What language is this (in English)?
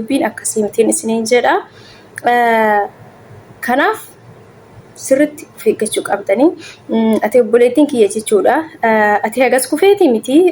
Oromo